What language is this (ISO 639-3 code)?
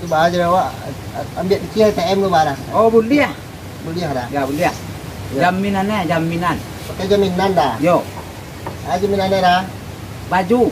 min